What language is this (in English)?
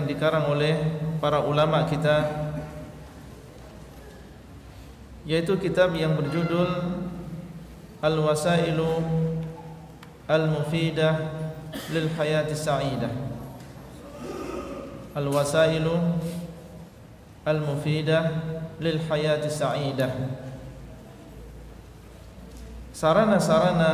Indonesian